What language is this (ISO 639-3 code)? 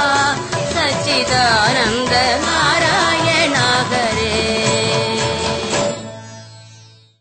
mal